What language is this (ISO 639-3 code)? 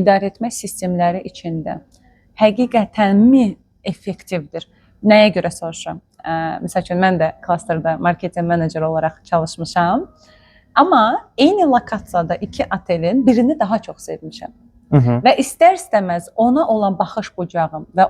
aze